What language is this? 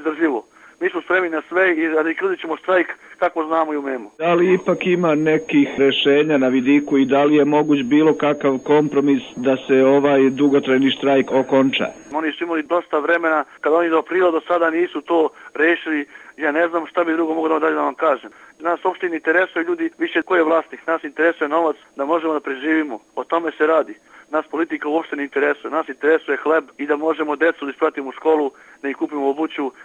Serbian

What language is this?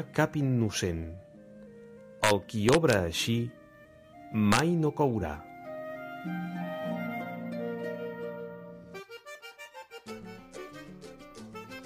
Catalan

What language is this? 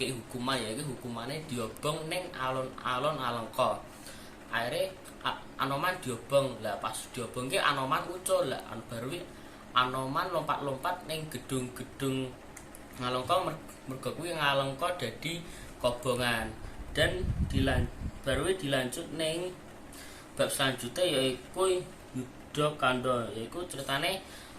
Javanese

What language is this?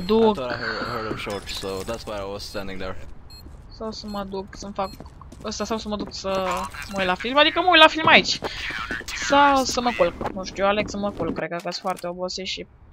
Romanian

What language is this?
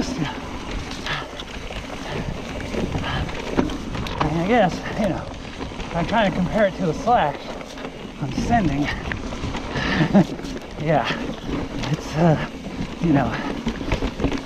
English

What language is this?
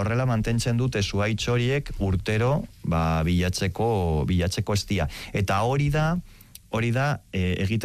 Basque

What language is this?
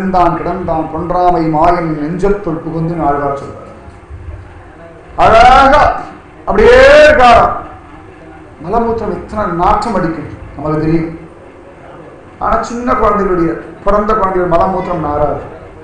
Tamil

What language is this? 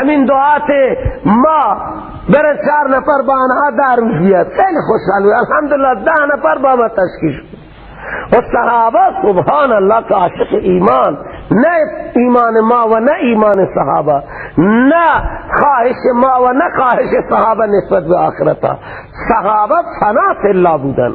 Persian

